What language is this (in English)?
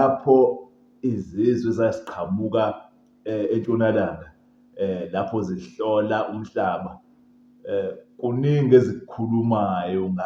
Zulu